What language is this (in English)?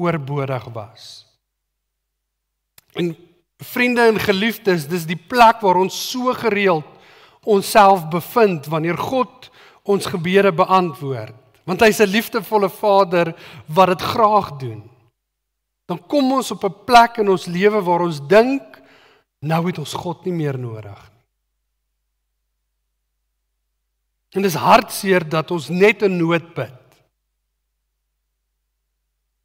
Afrikaans